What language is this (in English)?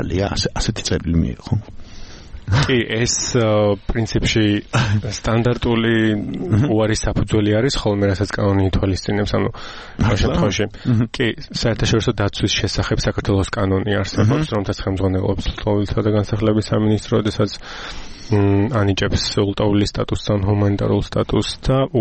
Georgian